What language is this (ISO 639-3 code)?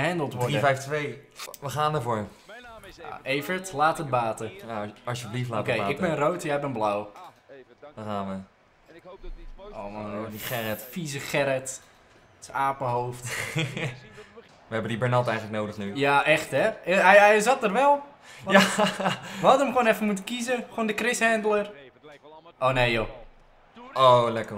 nld